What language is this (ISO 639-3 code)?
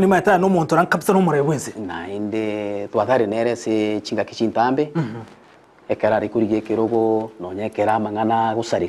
guz